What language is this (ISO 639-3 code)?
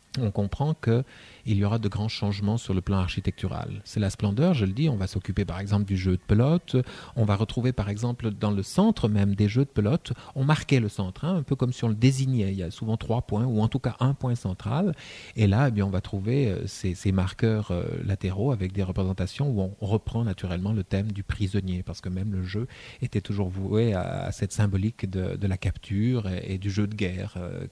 fra